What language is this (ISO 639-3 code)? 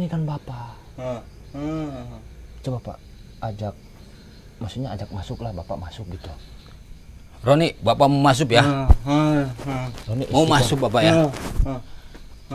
ind